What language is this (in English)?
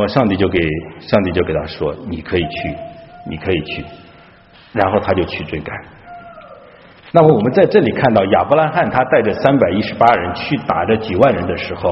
Chinese